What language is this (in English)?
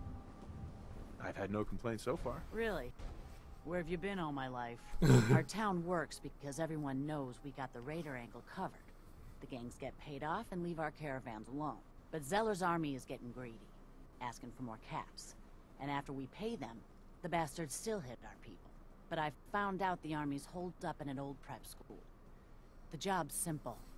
English